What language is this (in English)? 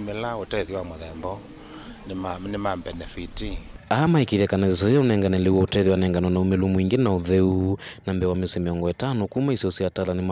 Kamba